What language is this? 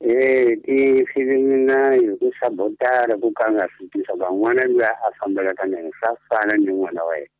Tsonga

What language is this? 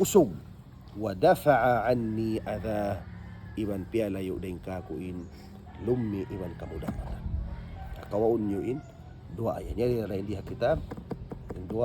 Tausug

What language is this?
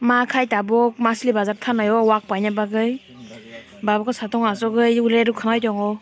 Kok Borok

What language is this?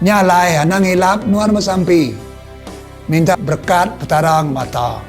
Iban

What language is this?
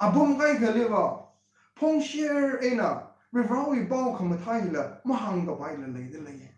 Tangkhul Naga (India)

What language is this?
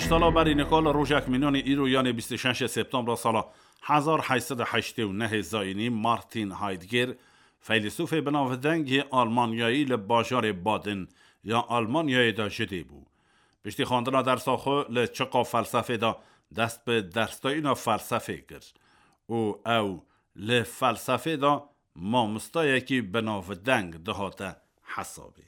Kurdish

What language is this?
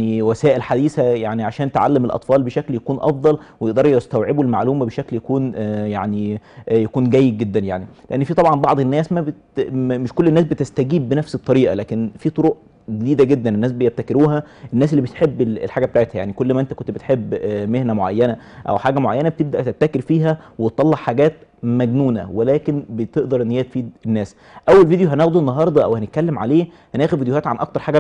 Egyptian Arabic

